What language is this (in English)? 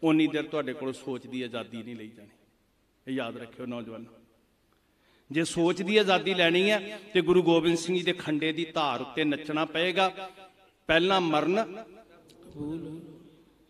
Punjabi